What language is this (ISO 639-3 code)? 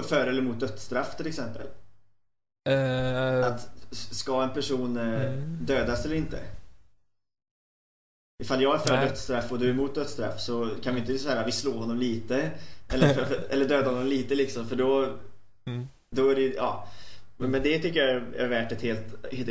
swe